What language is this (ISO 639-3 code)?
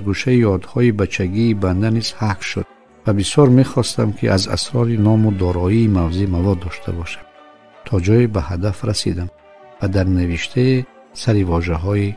tgk